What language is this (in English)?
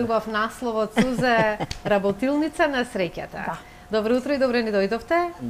Macedonian